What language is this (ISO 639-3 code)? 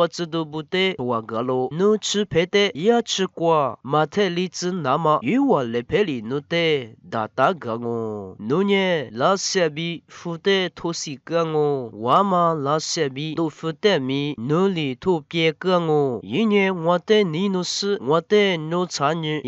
lis